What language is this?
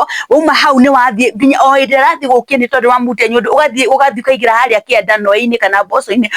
Kikuyu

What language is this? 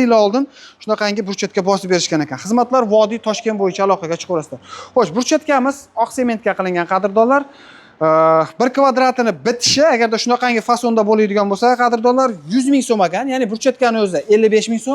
Uzbek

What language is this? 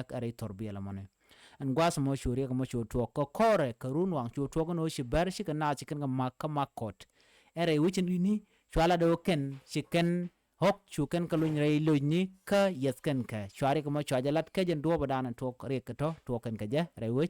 Nuer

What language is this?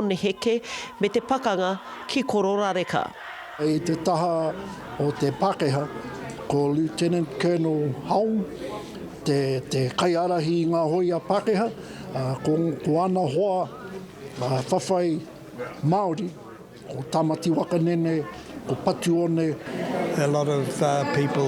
Māori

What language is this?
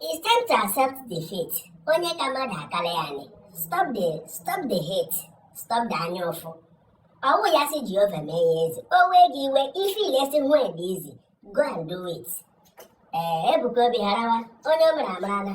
Igbo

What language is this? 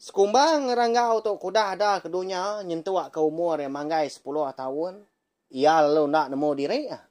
Iban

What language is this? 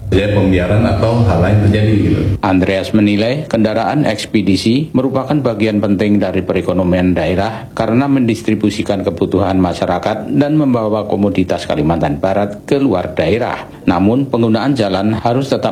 Indonesian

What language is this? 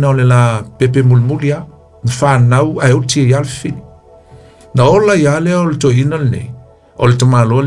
Samoan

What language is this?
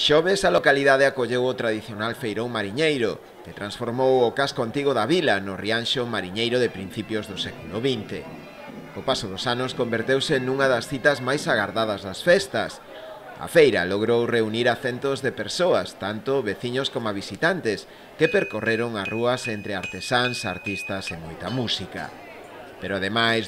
Galician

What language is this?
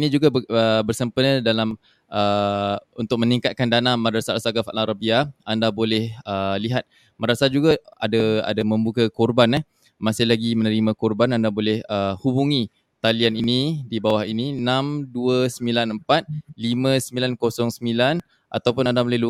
Malay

